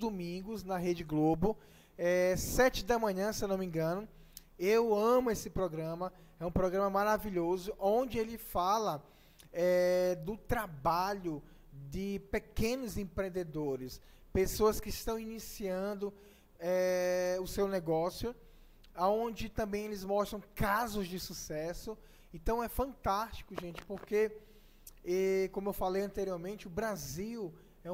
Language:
Portuguese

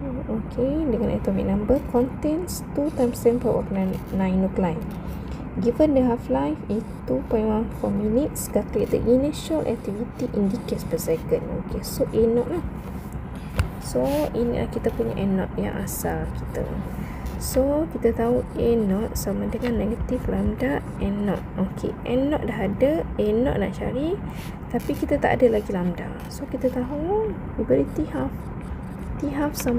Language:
Malay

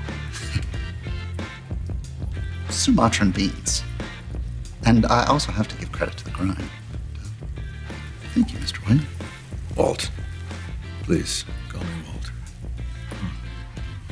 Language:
English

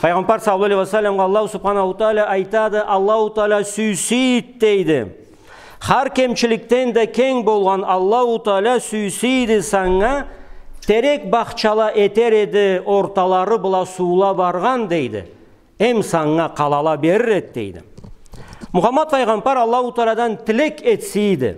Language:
Karachay-Balkar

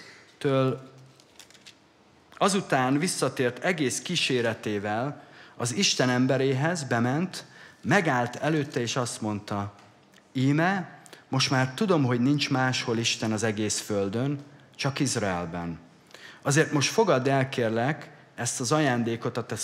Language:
Hungarian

